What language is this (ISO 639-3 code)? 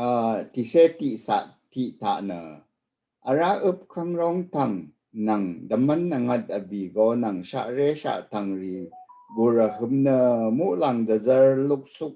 raw